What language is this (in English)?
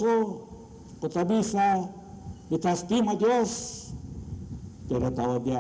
Papiamento